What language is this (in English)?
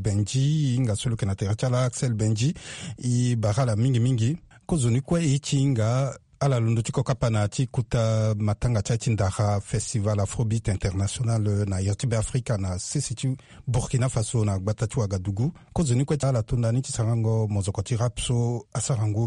Sango